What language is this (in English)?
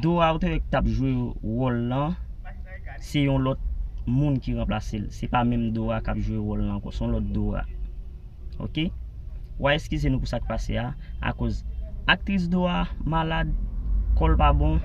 Haitian Creole